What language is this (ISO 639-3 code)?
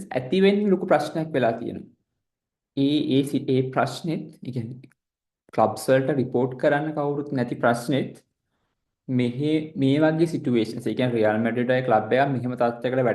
sin